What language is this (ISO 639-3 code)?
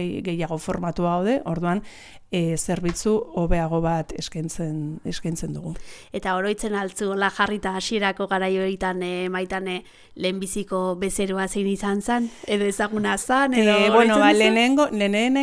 eus